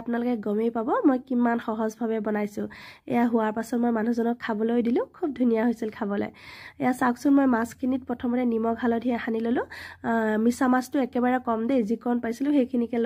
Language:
Assamese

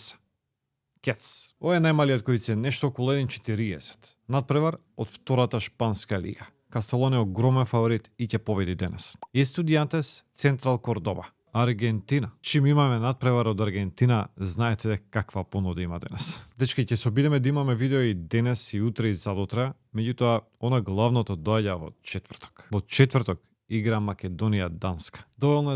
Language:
Macedonian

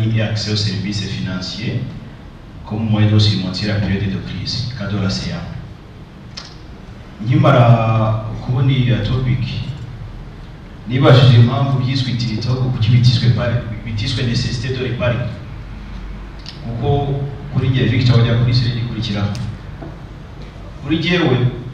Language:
Kinyarwanda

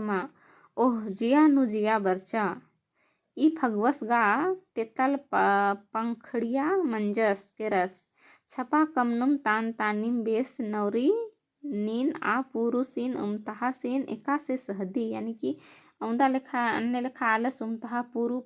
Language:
Kurukh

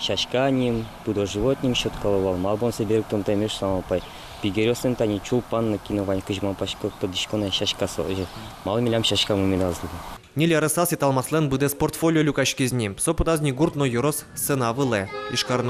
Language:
Udmurt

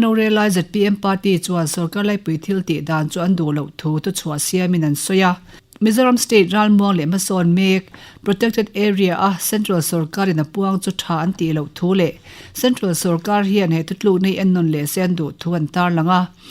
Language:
Mizo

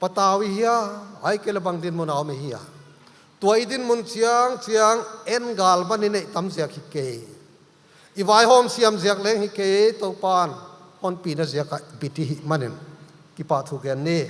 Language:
Paite Chin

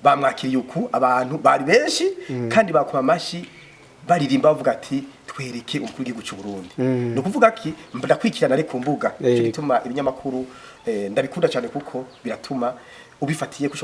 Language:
Rundi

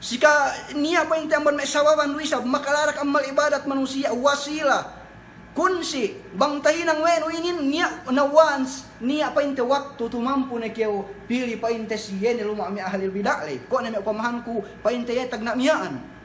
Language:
Yakan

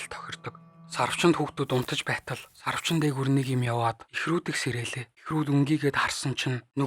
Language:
Mongolian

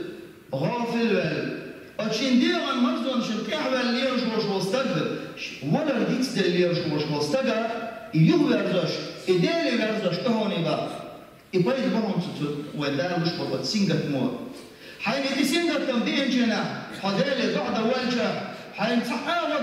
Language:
Chechen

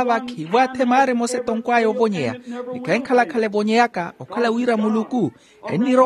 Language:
Makhuwa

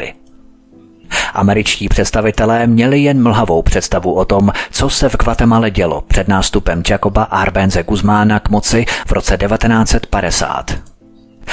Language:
Czech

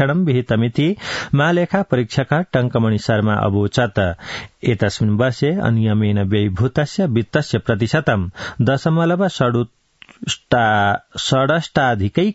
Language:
Sanskrit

